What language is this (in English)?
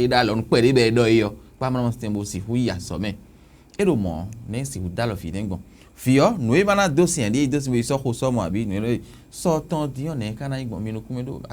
Fon